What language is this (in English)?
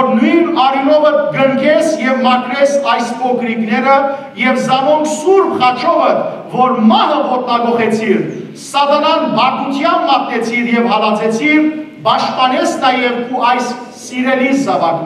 Western Armenian